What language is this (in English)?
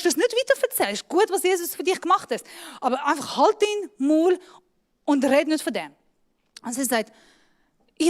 Swiss German